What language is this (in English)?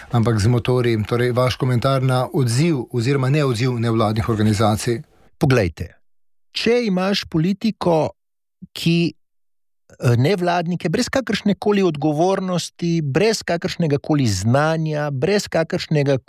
Slovenian